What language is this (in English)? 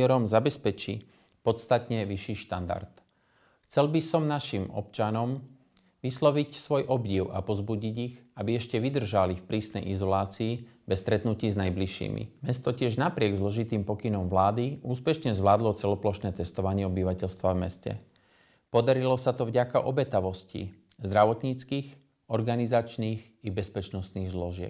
Slovak